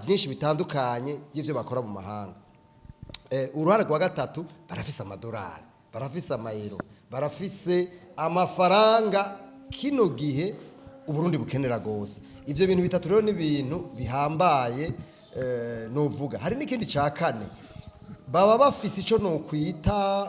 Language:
Rundi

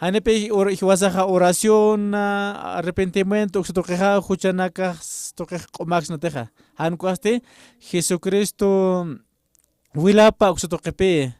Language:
Aymara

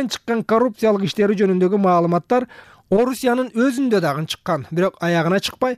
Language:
Kyrgyz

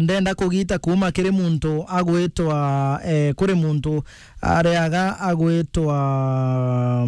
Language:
Meru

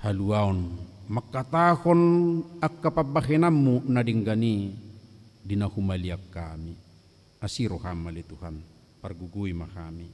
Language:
Batak Toba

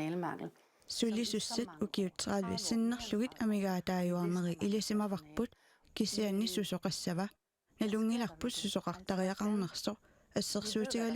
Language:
Kalaallisut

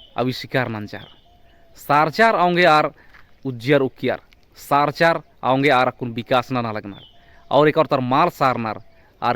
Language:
Kurukh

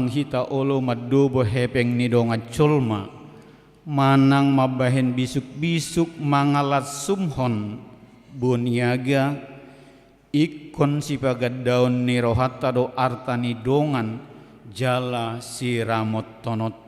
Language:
Batak Toba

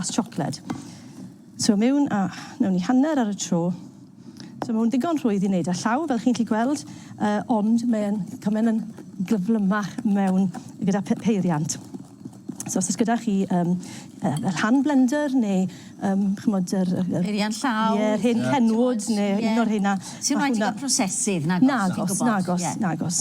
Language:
Welsh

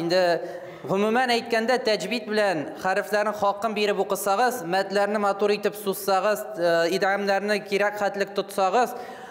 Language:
Tatar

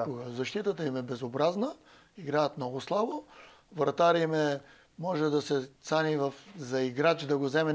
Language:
Bulgarian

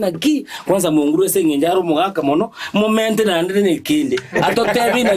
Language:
Gusii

